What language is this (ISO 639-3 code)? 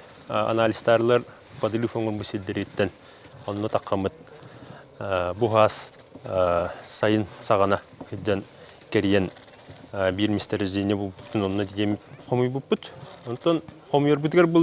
sah